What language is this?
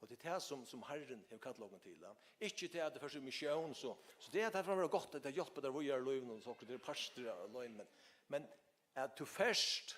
Faroese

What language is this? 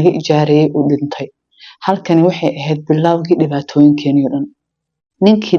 Somali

